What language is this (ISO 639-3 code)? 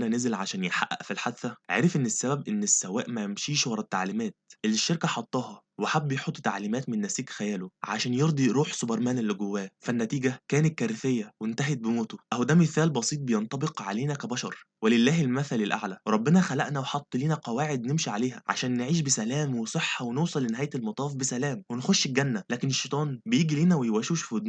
arz